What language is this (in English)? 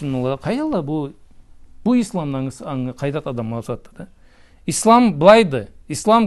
Karachay-Balkar